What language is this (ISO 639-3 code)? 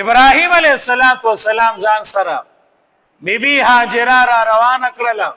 pus